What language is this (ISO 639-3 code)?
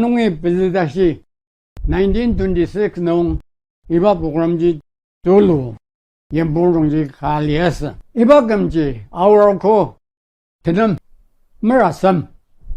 njo